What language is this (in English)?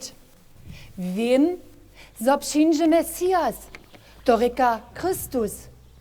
Upper Sorbian